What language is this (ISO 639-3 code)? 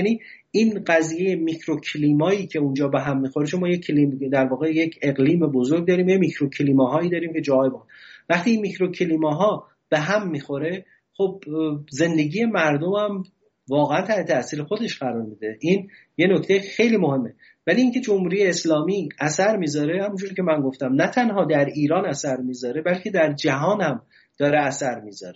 fas